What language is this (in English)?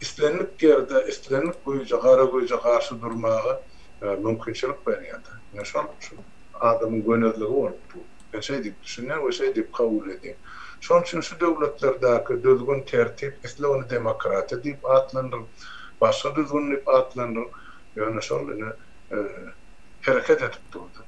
Turkmen